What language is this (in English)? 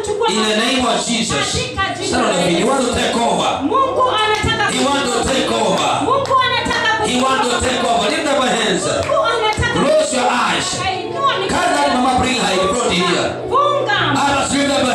Swahili